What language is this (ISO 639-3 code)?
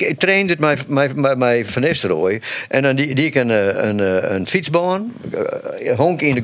fry